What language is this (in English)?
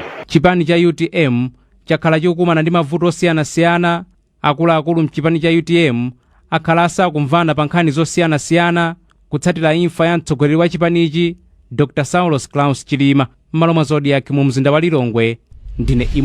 Nyanja